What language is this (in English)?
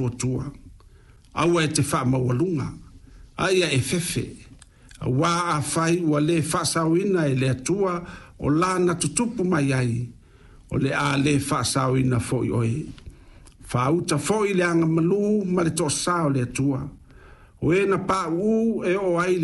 Samoan